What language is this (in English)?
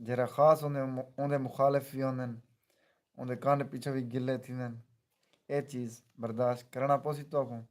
Saraiki